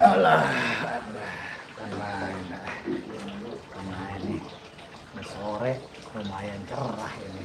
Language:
Betawi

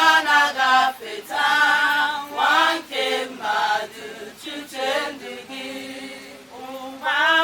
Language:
Igbo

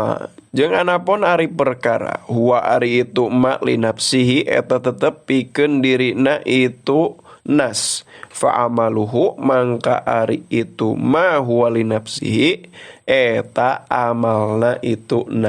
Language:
Sundanese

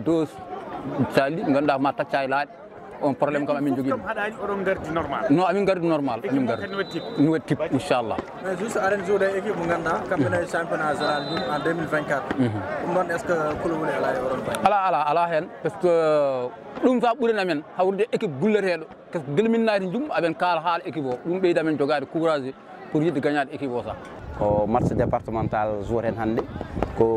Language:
Fula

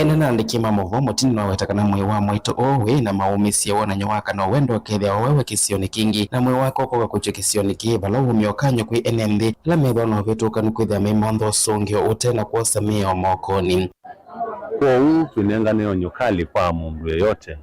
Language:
Kamba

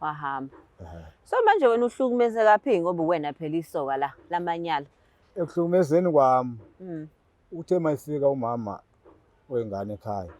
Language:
Zulu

